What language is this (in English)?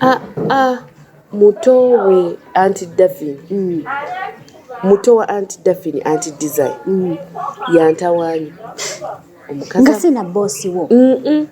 Ganda